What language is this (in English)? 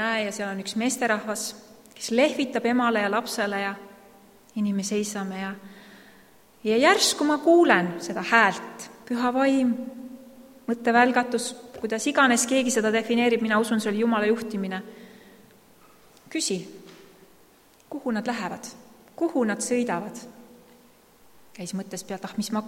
Estonian